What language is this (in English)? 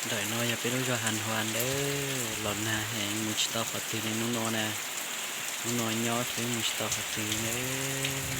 Hmong